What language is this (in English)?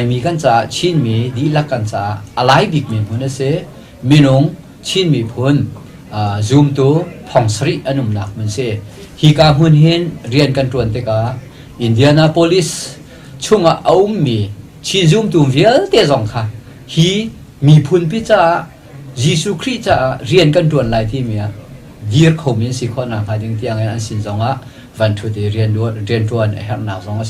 Hakha Chin